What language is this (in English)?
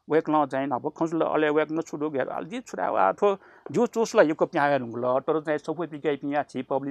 Newari